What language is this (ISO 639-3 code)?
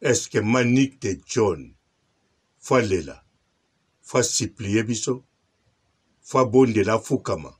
lin